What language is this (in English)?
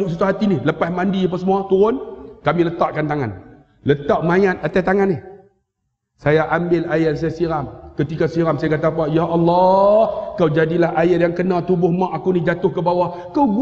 Malay